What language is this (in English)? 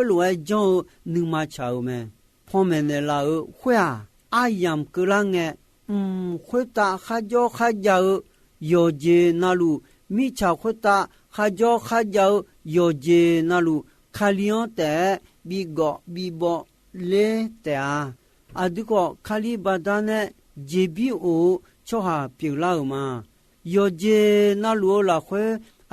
Akha